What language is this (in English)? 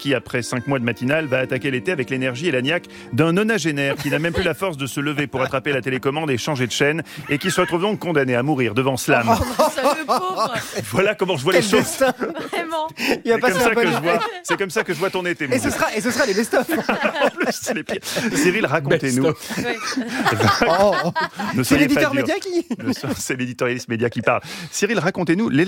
French